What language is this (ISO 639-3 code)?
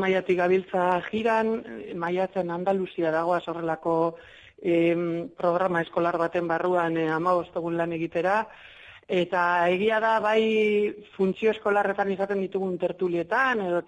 eus